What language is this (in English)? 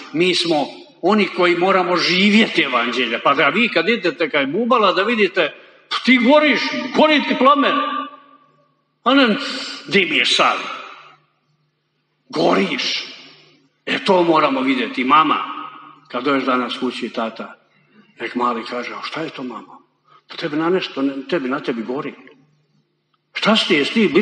Croatian